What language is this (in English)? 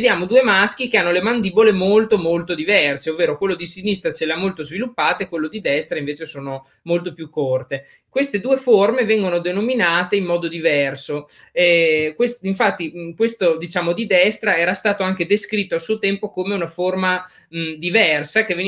Italian